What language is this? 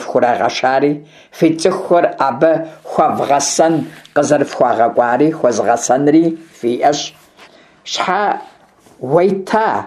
Kabardian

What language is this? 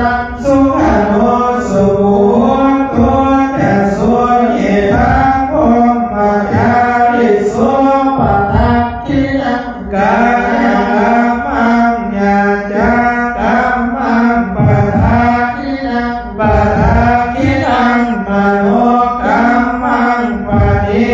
Pali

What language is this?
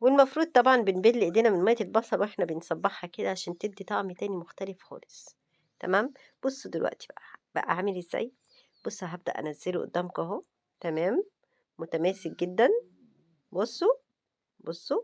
Egyptian Arabic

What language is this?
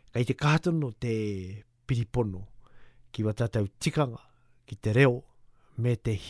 Māori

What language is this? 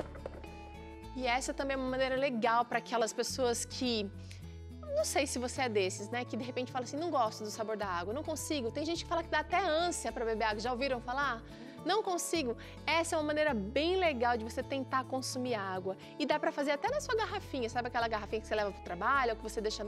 Portuguese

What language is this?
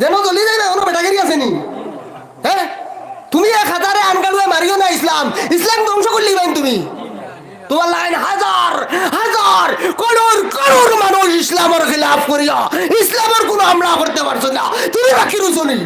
Sylheti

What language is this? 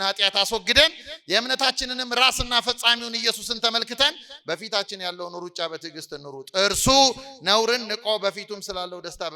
Amharic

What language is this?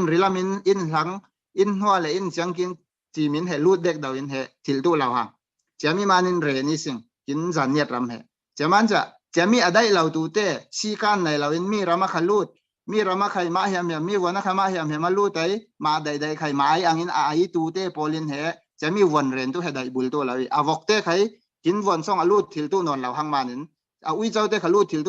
Falam Chin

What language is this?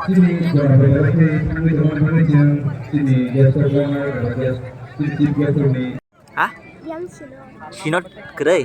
Kok Borok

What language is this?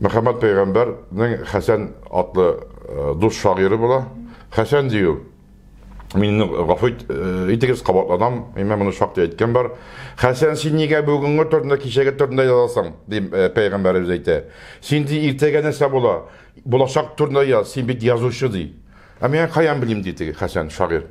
Tatar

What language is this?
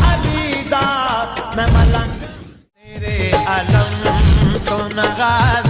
Saraiki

